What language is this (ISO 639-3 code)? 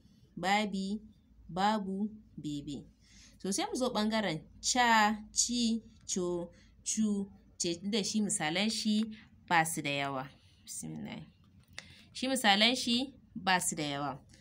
hau